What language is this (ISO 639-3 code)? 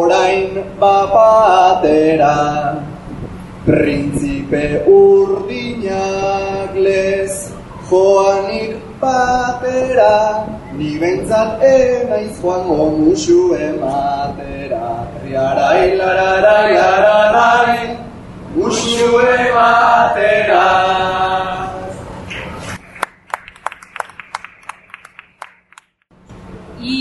eus